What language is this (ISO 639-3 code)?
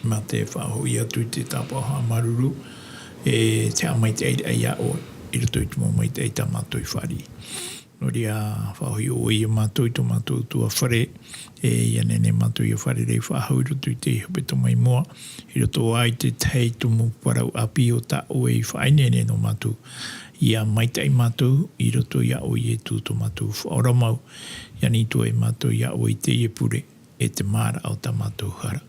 tah